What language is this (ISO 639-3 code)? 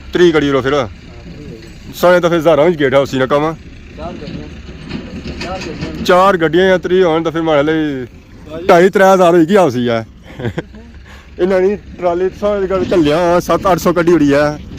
phr